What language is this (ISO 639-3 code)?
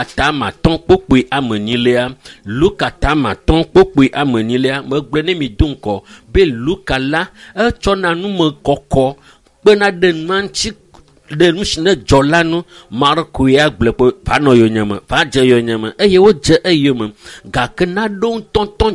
ewe